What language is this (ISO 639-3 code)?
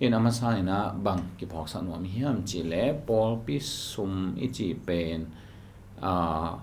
ctd